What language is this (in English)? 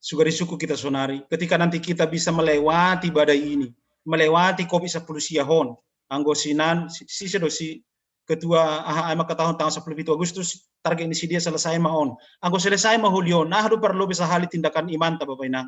Batak Simalungun